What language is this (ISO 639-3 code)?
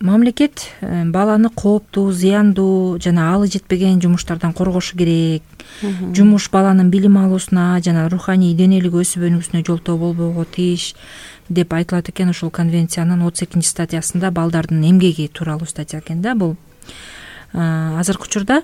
kir